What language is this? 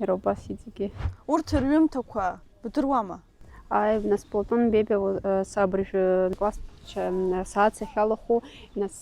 Abkhazian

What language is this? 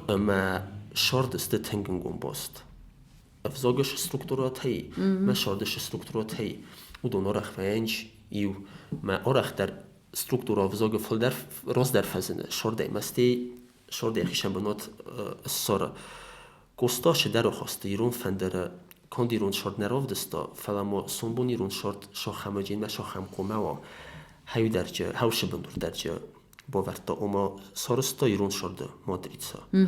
Ossetic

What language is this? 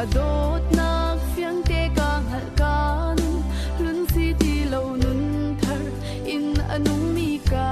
Falam Chin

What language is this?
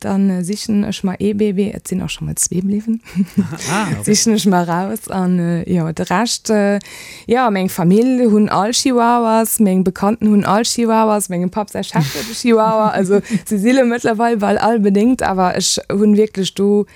Luxembourgish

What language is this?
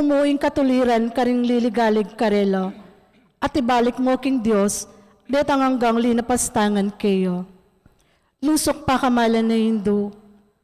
Pampanga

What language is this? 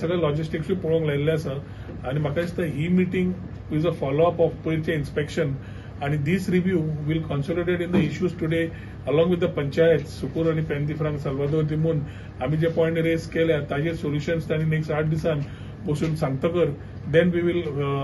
Konkani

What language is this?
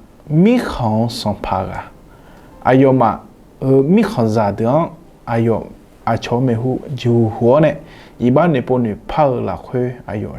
Akha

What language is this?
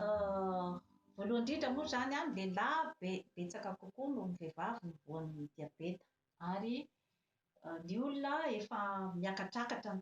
Malagasy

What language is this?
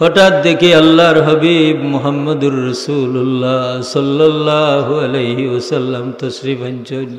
Sylheti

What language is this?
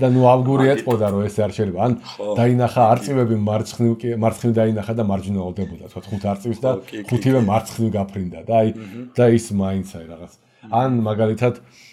Georgian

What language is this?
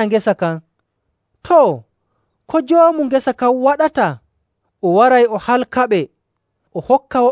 Nigerian Fulfulde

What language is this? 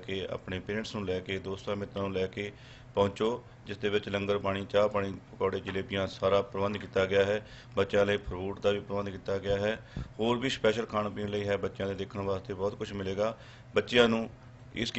Punjabi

